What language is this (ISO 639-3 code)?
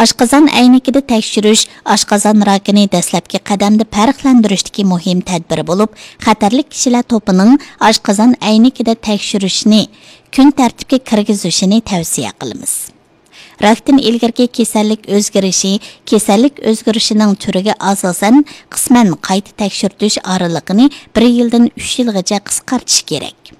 uig